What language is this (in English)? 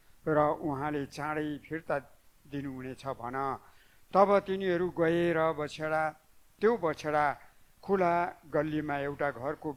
Nepali